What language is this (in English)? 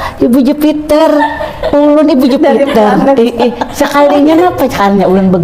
Banjar